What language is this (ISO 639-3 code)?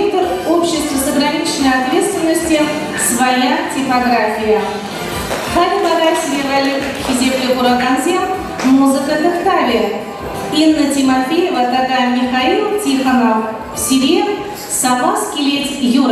chv